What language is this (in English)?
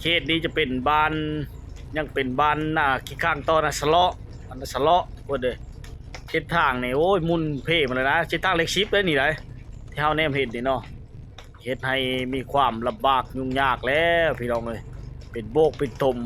Lao